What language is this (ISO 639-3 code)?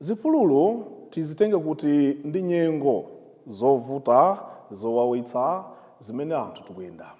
nya